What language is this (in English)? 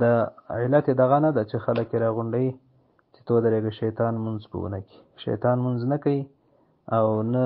Pashto